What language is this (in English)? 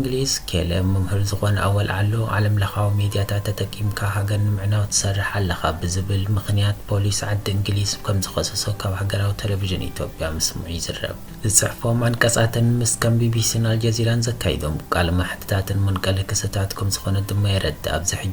Tigrinya